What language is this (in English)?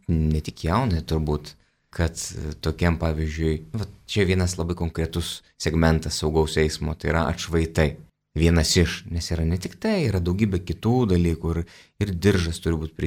Lithuanian